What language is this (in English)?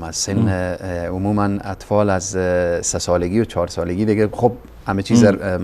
Persian